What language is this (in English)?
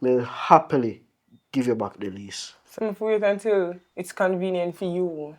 Jamaican Creole English